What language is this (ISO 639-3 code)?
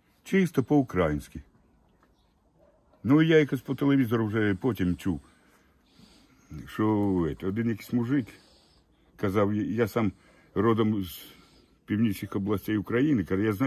ukr